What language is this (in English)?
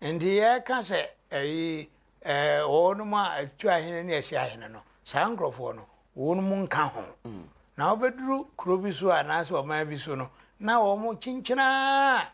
Akan